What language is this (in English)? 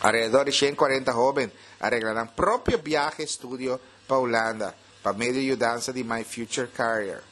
Papiamento